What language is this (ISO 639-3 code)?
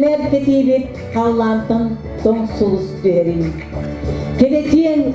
sah